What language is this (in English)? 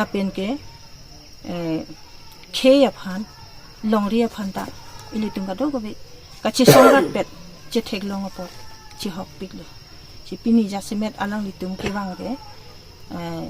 Karbi